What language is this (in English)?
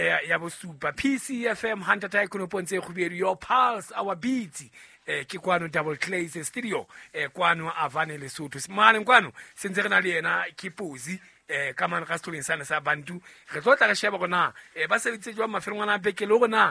Southern Sotho